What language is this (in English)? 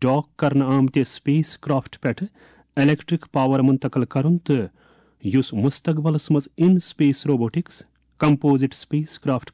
Kashmiri